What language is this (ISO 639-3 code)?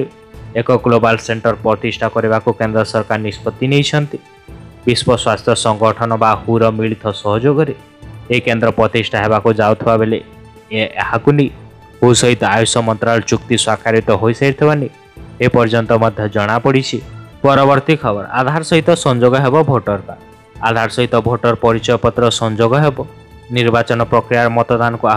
ori